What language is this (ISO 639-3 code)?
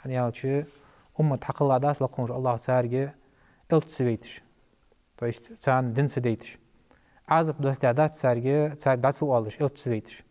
inh